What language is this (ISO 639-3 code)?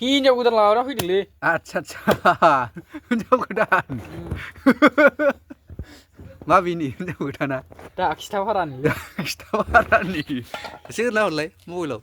brx